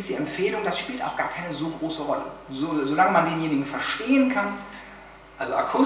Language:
German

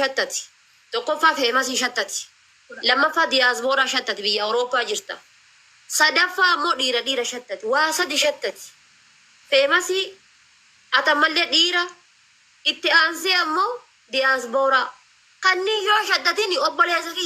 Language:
Oromo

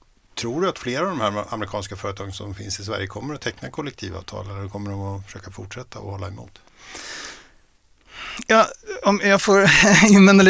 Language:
Swedish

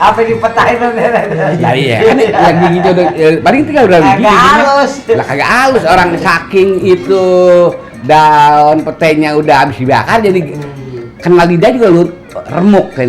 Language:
Betawi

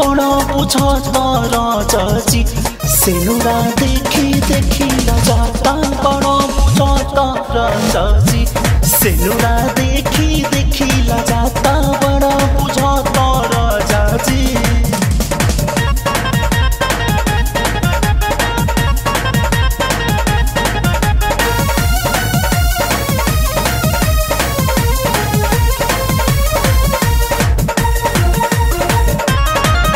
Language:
Bhojpuri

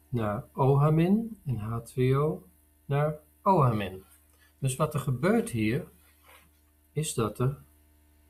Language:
Dutch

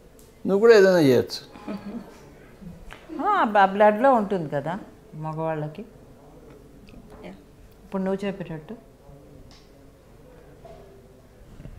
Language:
Telugu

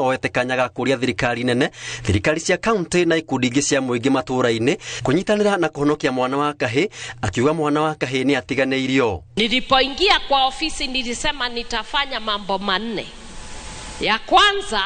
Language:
Kikuyu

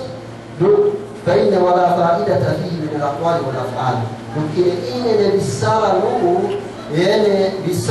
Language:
Yakan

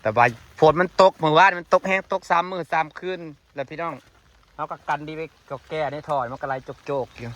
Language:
Lao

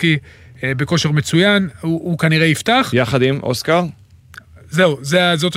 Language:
Hebrew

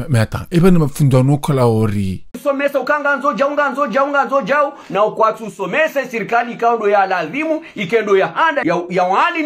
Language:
Ngazidja Comorian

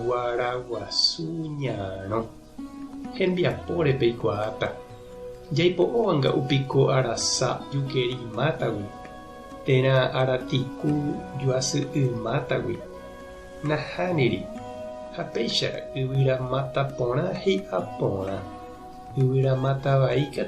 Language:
Guarani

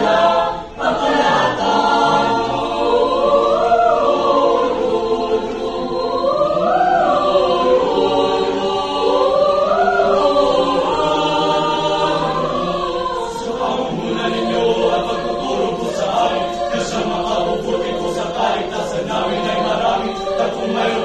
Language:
Filipino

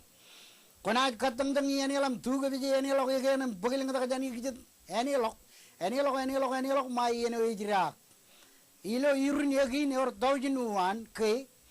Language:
Marshallese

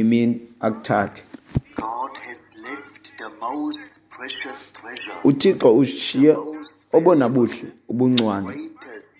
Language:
Xhosa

